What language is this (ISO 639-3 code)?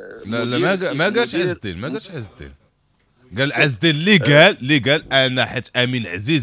ary